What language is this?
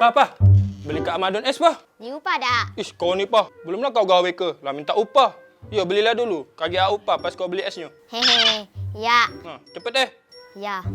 Musi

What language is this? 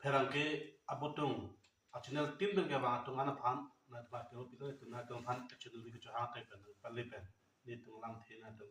Karbi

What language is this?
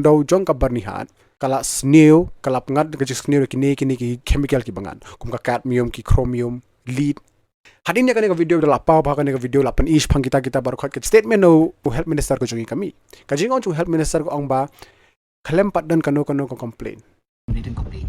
Khasi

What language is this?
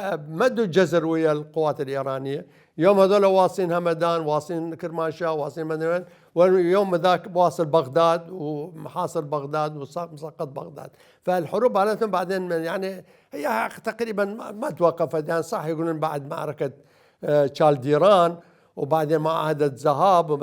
Mesopotamian Arabic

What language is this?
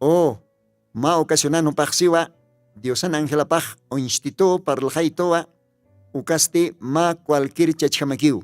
Aymara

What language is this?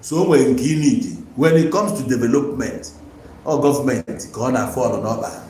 Igbo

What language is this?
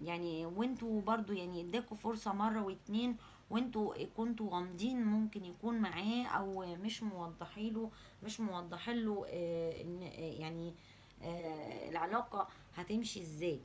Egyptian Arabic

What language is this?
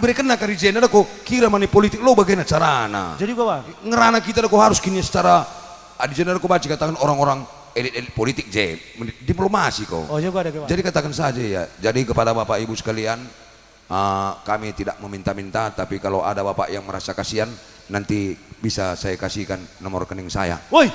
Batak Karo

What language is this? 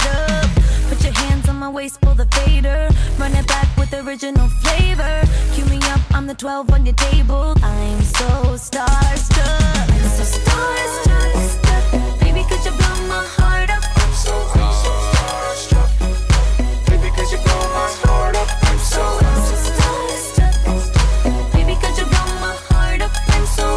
English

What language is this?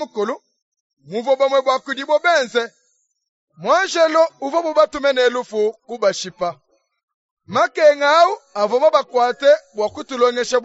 Luba-Lulua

